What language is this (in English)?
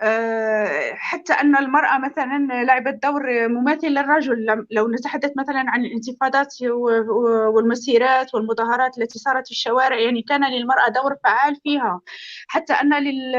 North Levantine Arabic